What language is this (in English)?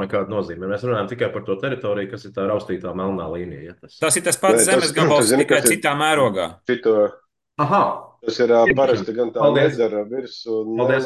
Latvian